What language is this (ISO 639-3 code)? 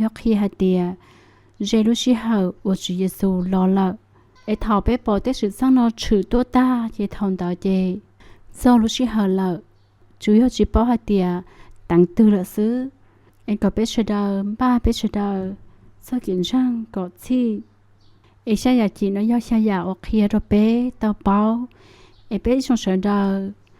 hmn